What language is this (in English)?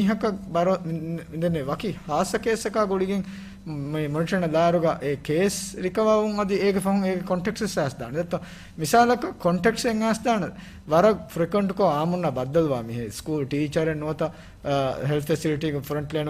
Divehi